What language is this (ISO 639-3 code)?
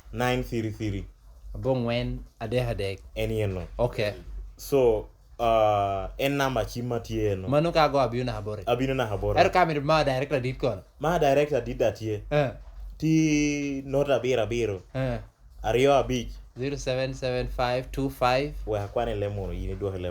laj